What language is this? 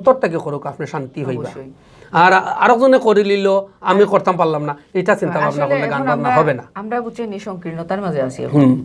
Sylheti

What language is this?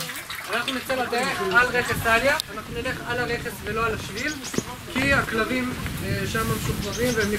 Hebrew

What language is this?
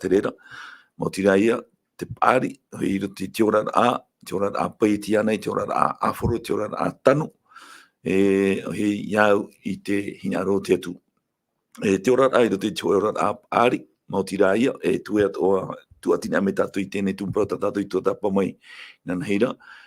Tahitian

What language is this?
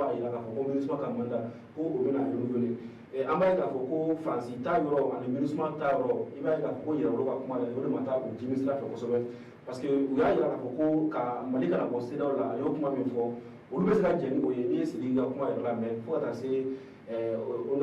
Bambara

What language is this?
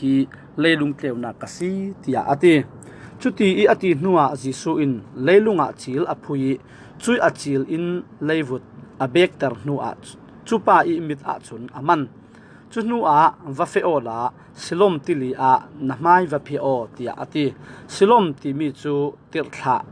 Falam Chin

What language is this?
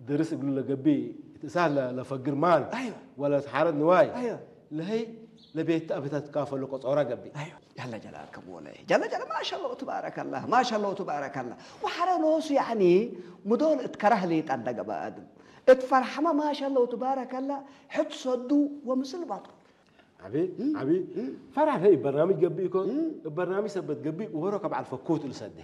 Tigrinya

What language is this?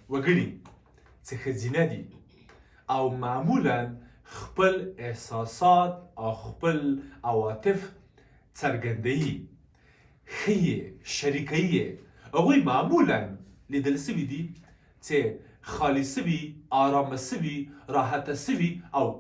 Pashto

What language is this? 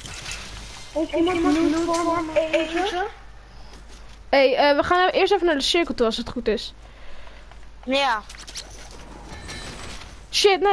Dutch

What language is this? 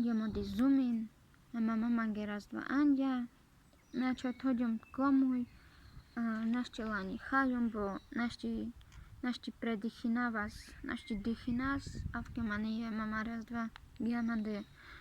Carpathian Romani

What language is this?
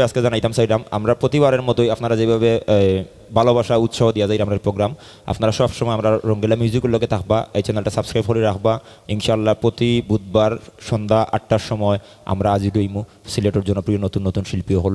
Sylheti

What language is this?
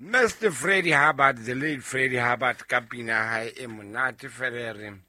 Southern Sotho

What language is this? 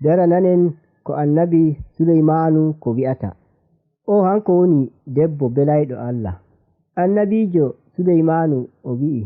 Nigerian Fulfulde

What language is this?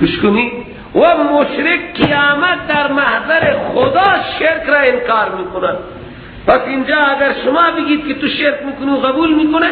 Persian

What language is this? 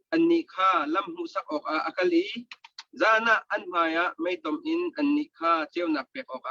Hakha Chin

